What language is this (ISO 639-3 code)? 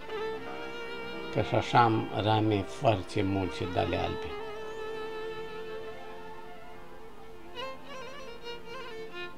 ron